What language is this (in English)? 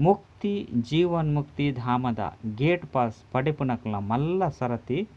Tulu